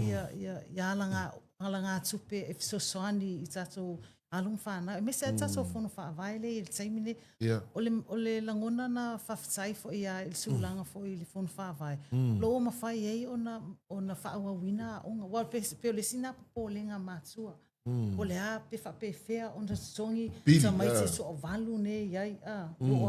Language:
Samoan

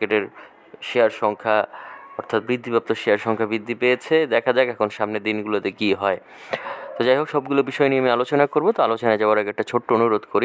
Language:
Bangla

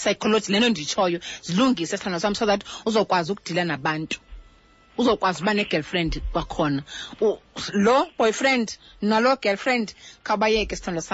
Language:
Xhosa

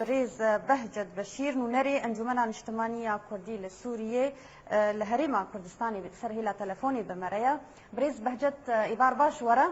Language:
Kurdish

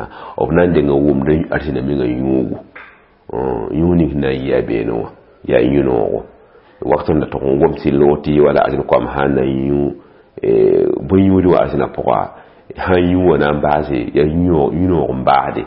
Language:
Mossi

